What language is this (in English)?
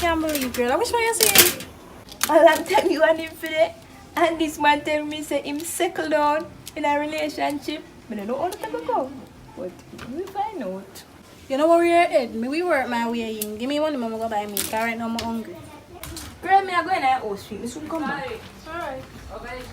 Jamaican Creole English